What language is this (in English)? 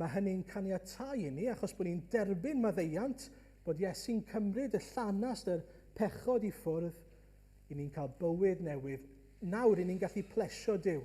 Welsh